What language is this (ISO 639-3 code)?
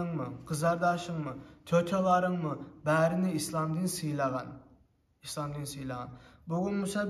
kum